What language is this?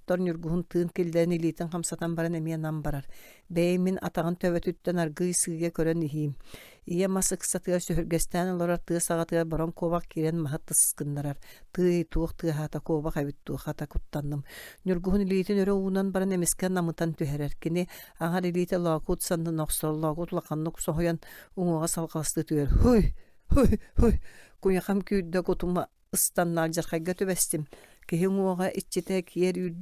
Yakut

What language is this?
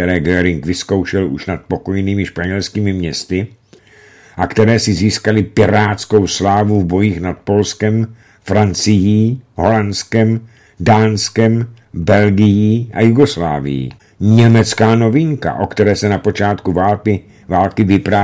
Czech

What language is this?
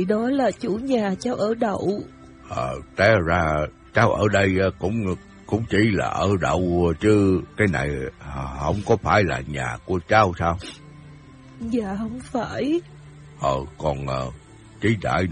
Vietnamese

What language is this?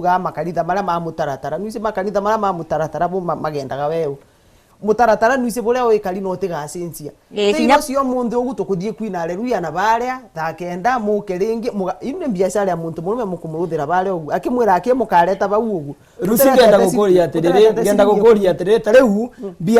Meru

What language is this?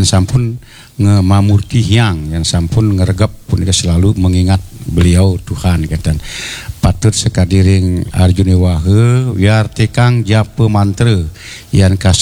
Balinese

